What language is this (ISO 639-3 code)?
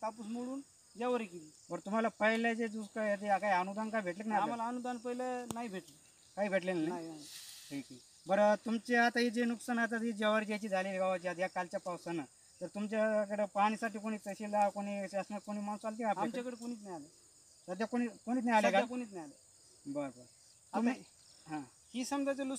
mar